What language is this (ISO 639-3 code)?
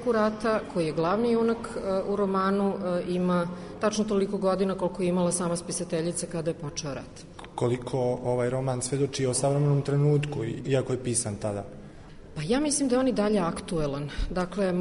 srp